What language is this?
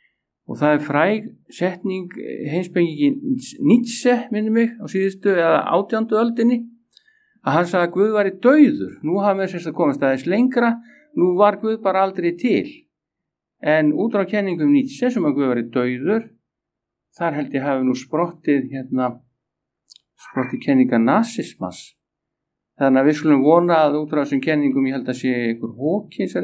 Icelandic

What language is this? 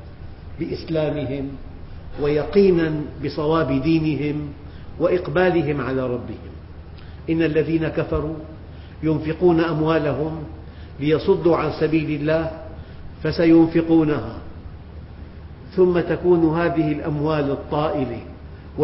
Arabic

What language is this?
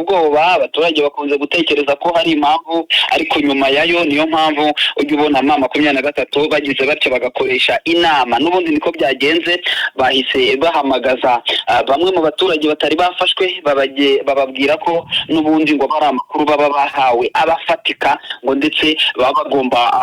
Kinyarwanda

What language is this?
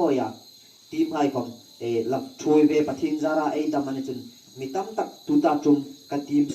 Hmar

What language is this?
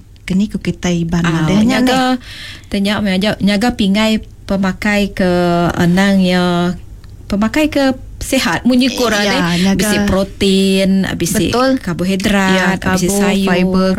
Iban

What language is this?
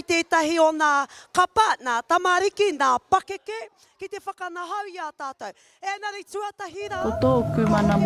Māori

